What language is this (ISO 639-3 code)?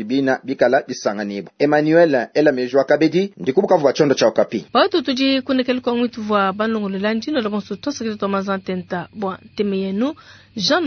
lua